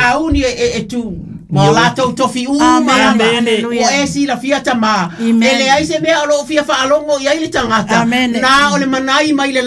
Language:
Samoan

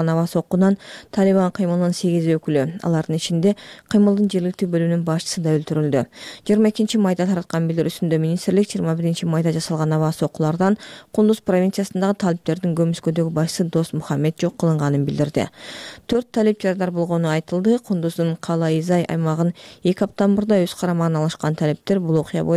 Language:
Kyrgyz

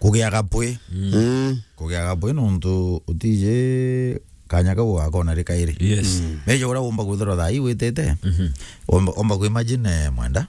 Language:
Meru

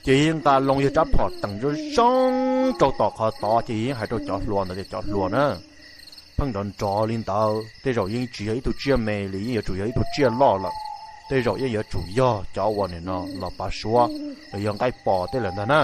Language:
Hmong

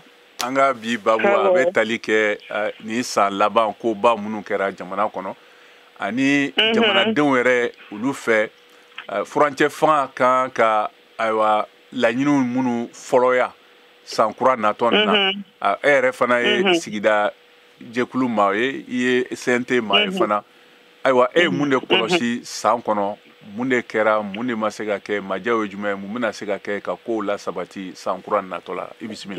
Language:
Bambara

